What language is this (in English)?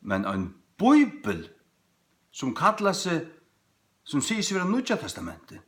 Faroese